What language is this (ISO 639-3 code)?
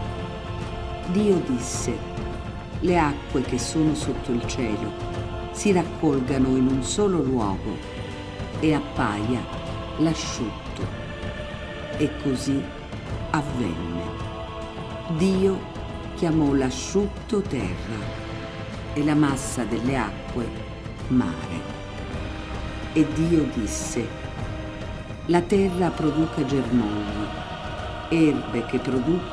ita